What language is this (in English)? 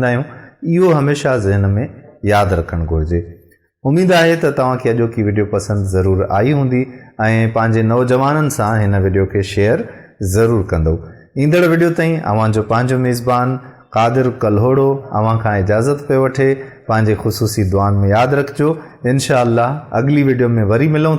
Sindhi